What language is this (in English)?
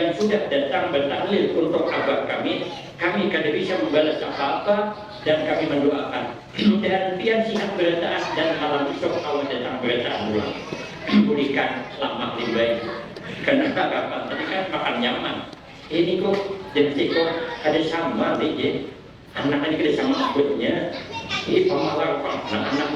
Banjar